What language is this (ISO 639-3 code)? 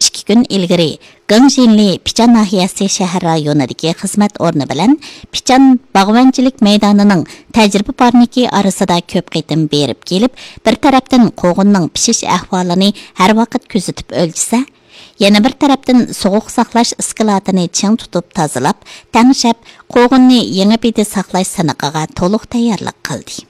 uig